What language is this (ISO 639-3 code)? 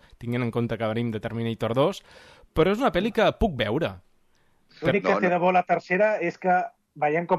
cat